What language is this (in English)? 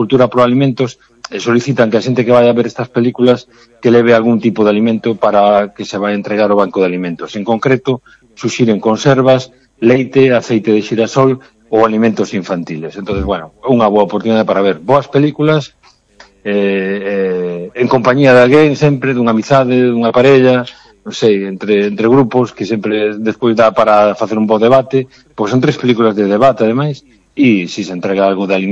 Galician